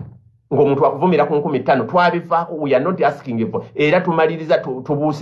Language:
Ganda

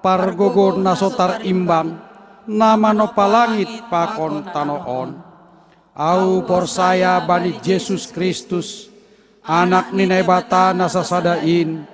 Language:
Batak Simalungun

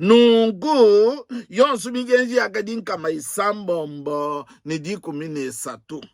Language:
Luba-Lulua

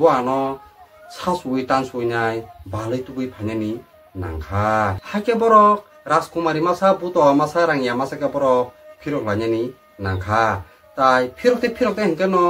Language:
Kok Borok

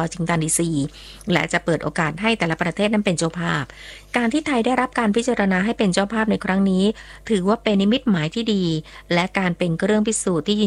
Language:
Thai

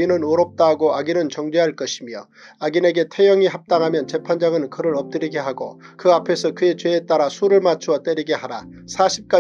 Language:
Korean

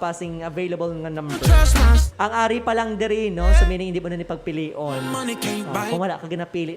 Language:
Hiligaynon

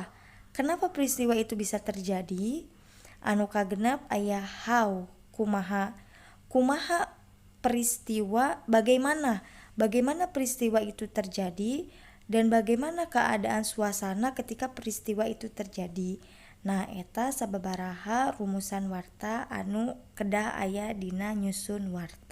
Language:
Sundanese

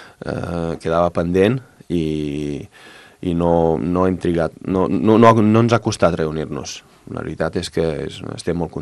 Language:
Catalan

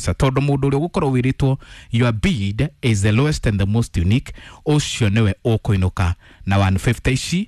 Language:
Kikuyu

